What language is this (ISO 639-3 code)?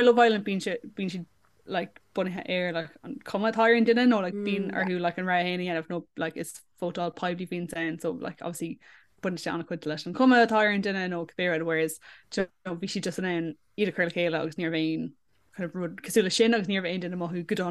gle